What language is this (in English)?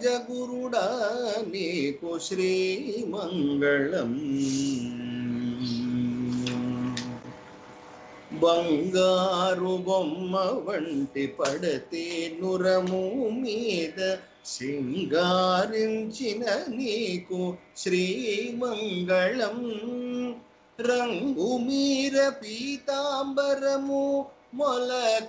Telugu